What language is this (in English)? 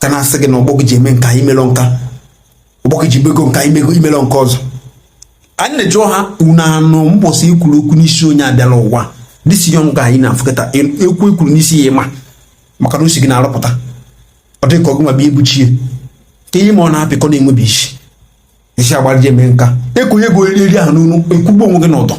Igbo